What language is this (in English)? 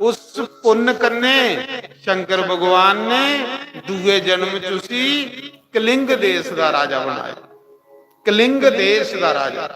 Dogri